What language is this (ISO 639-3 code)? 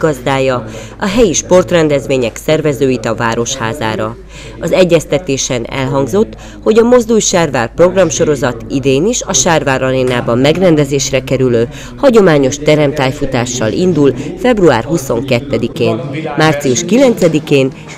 hun